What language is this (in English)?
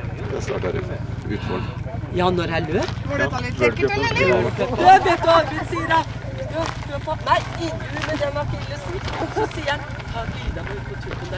Norwegian